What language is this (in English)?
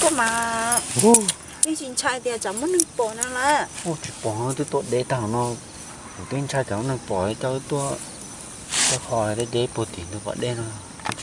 Hmong